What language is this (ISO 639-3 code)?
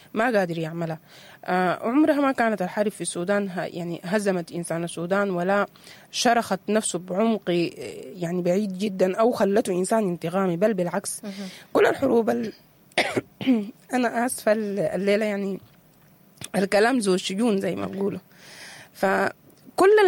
apd